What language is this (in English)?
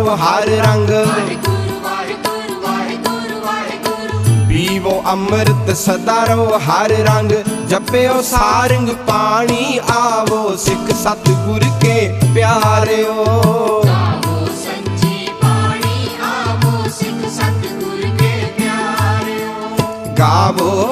Punjabi